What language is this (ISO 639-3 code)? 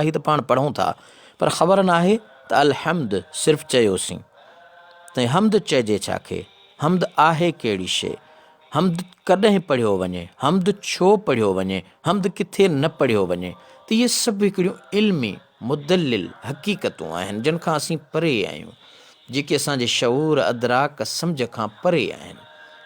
snd